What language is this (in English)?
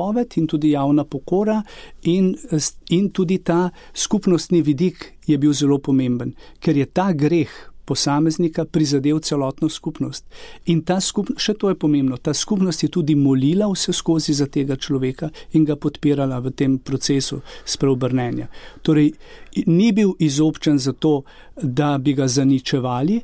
Slovenian